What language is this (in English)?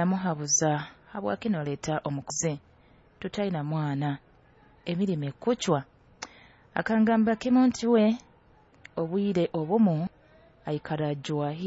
Nyoro